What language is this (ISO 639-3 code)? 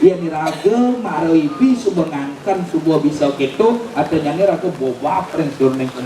ban